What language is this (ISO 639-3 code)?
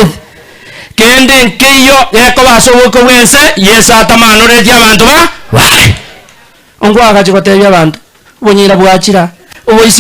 guz